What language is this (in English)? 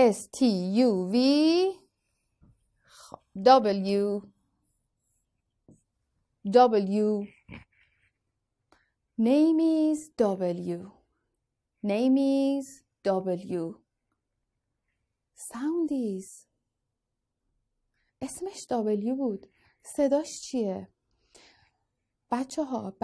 Persian